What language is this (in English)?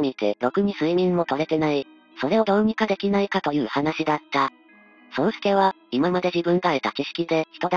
Japanese